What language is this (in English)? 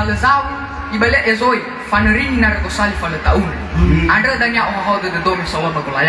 Nias